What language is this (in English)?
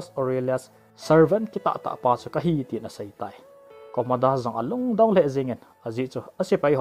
Thado Chin